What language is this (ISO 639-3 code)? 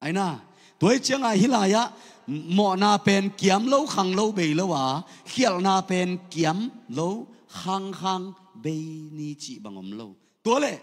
ctd